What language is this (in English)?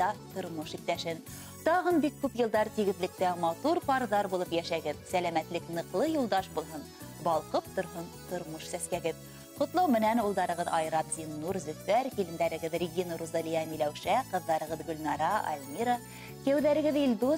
Bashkir